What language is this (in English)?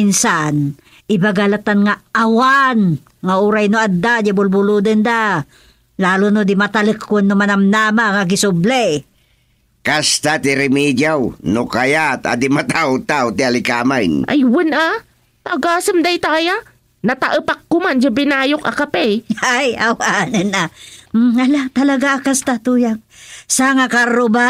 Iloko